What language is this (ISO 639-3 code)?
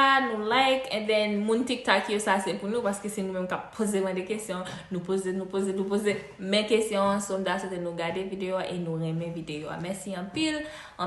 hat